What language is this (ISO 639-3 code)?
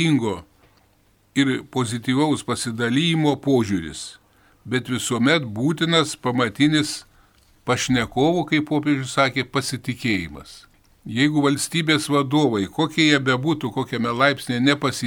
lit